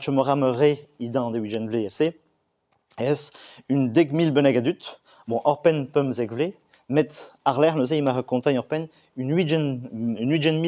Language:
Breton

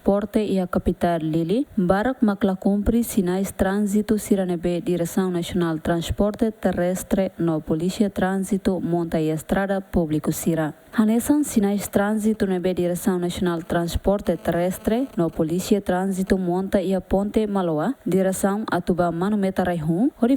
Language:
Tetum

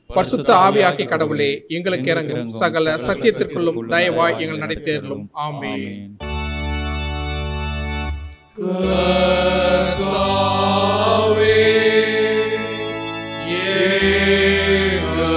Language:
Tamil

